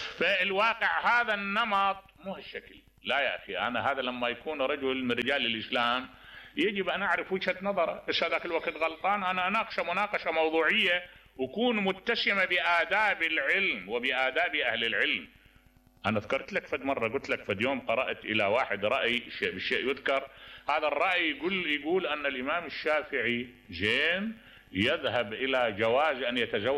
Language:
Mesopotamian Arabic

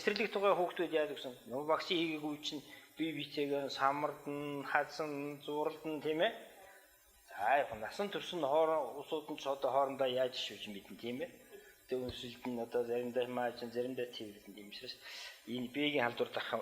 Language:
Mongolian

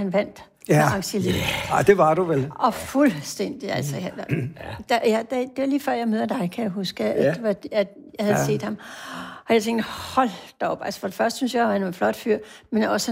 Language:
Danish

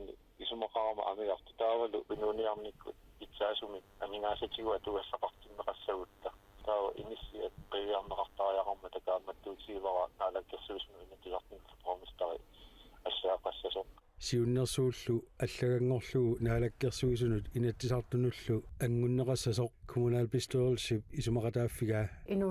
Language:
Kalaallisut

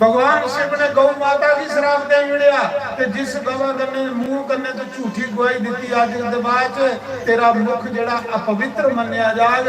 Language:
Dogri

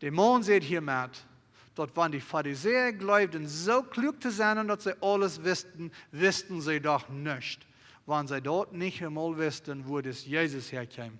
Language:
Plautdietsch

